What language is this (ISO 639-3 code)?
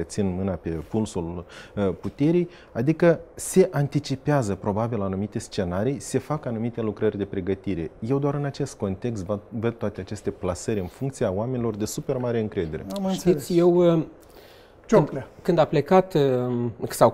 ron